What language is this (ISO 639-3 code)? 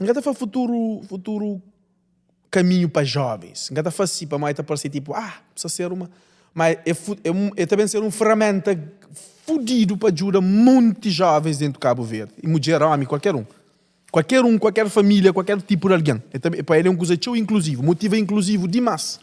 kea